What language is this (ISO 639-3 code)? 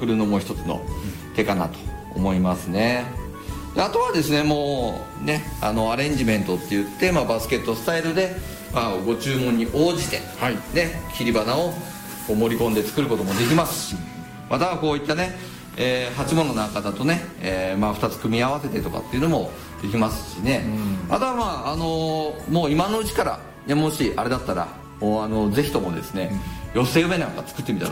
jpn